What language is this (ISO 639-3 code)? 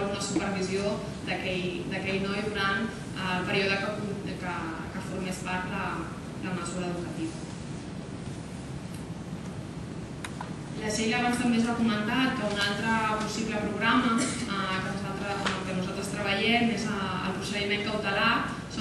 cat